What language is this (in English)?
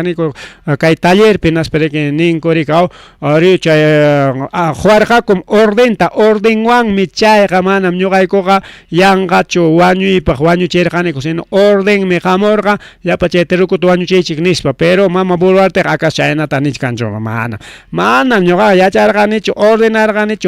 Ayacucho Quechua